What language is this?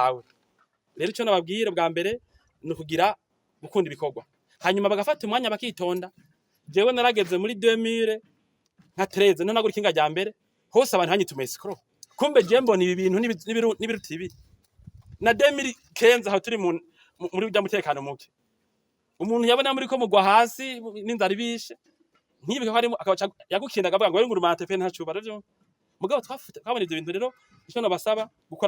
Rundi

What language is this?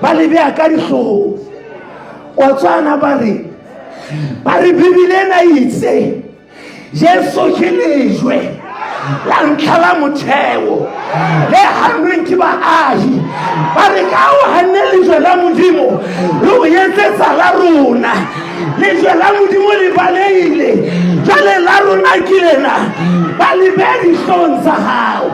Southern Sotho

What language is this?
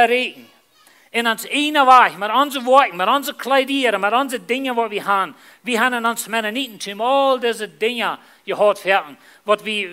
Plautdietsch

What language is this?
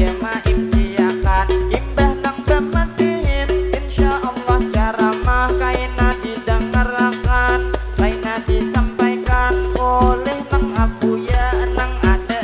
Banjar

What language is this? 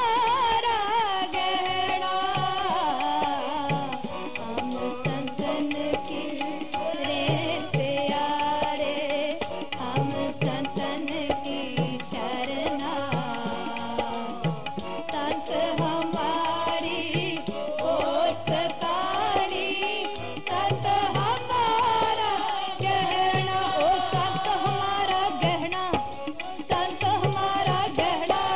Hindi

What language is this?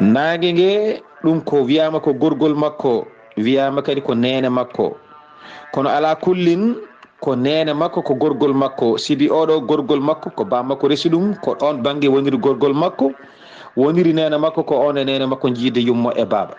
Fula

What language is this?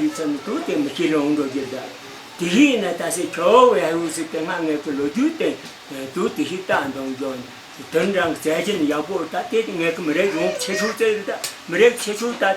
Tibetan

